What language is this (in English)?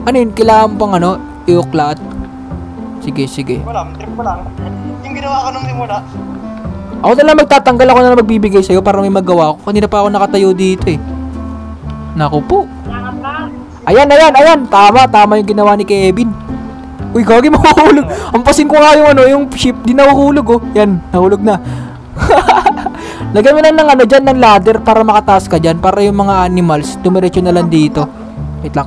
Filipino